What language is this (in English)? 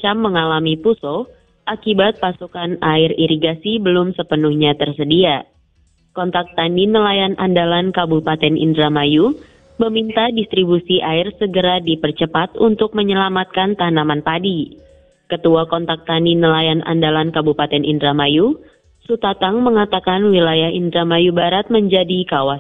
Indonesian